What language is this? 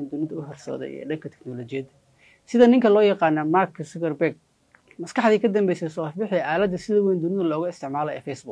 Somali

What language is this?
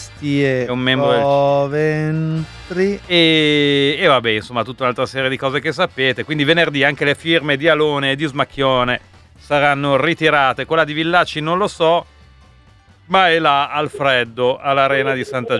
Italian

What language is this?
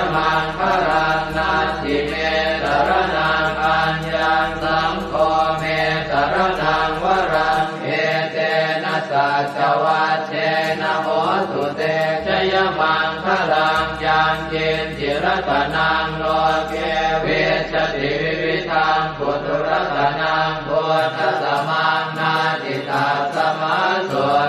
Pali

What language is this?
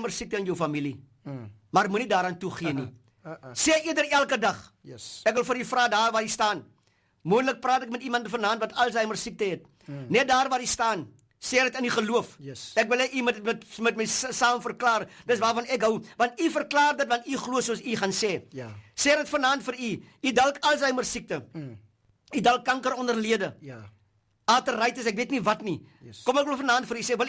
Afrikaans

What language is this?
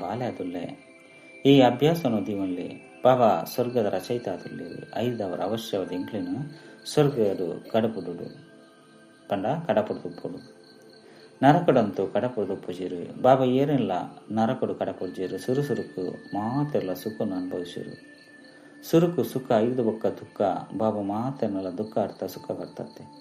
Tulu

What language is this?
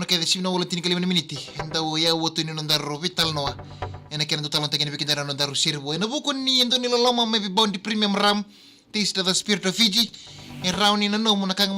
Fijian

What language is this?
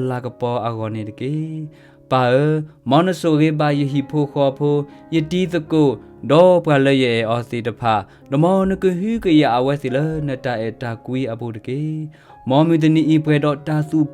S'gaw Karen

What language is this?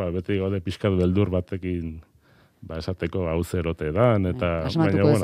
Basque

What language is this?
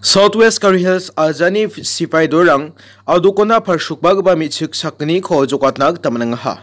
Garo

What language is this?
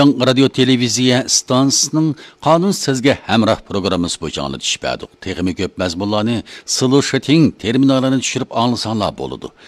Uyghur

